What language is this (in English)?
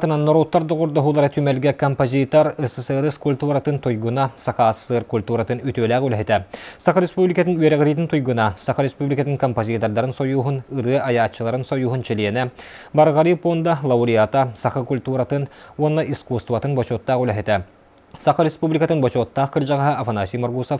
Yakut